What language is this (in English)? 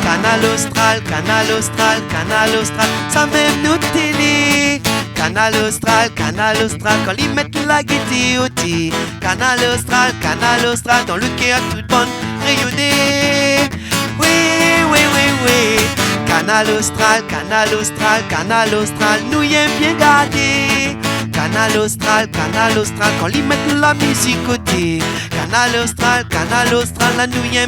Réunion Creole French